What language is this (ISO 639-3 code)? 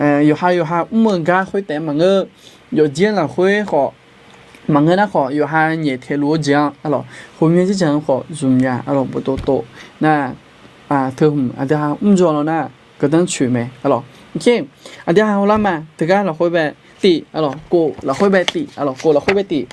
ahk